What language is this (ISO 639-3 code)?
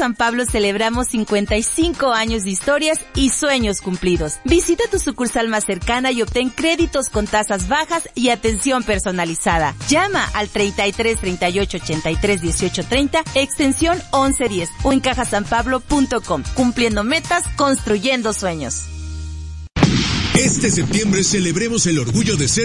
spa